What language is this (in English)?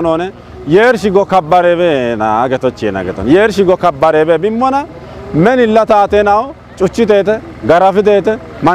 Kafa